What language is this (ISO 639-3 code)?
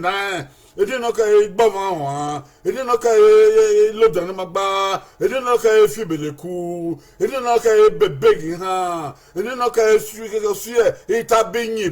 bin